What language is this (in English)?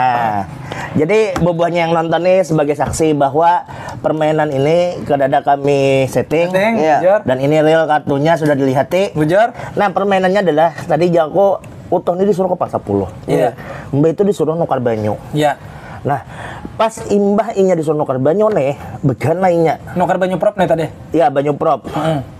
Banjar